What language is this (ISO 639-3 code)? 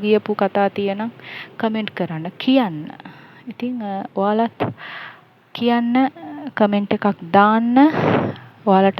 sin